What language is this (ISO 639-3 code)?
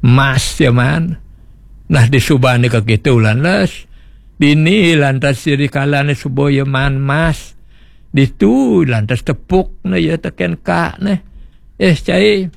ban